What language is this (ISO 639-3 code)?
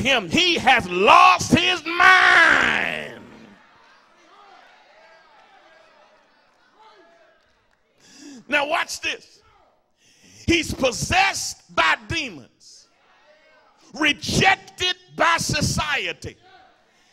eng